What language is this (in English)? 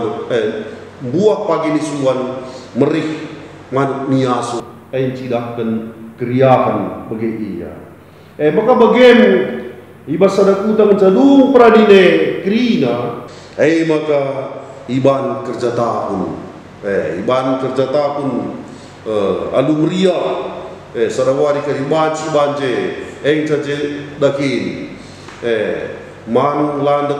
Batak Karo